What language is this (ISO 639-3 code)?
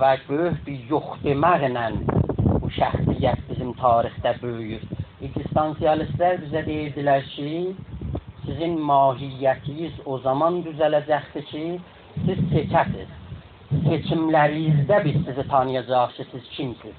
azb